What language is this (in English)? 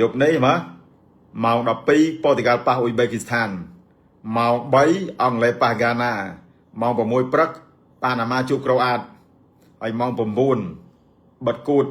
Khmer